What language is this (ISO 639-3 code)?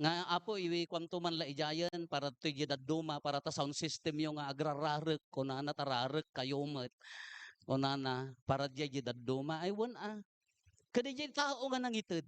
ilo